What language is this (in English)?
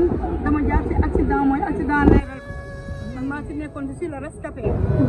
Wolof